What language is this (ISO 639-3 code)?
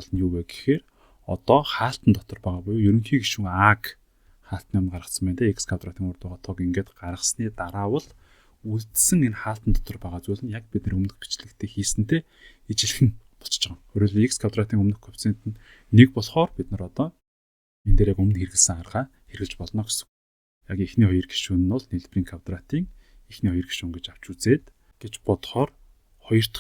mon